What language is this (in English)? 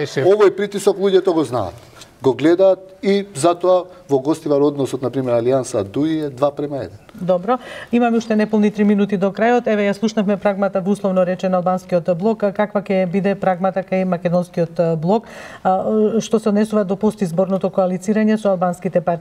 Macedonian